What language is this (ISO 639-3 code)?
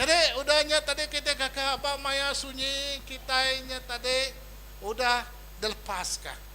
iba